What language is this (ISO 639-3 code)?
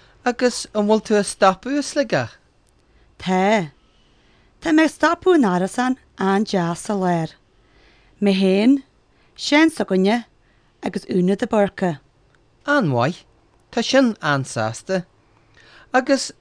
gle